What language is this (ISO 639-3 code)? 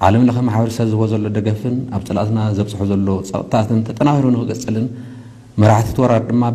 tir